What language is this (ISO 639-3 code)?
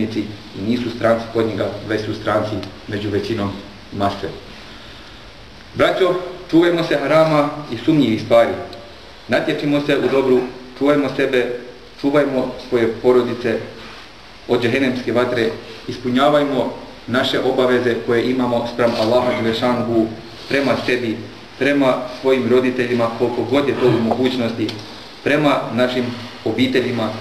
bos